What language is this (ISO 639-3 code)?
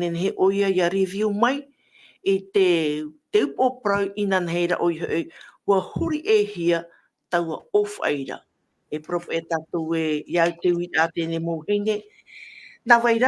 tah